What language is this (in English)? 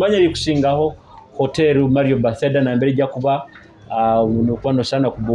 Nyoro